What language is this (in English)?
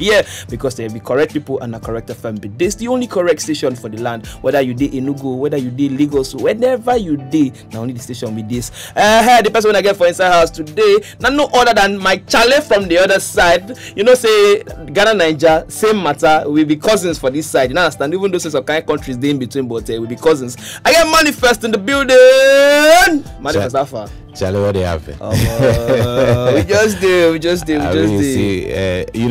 Nigerian Pidgin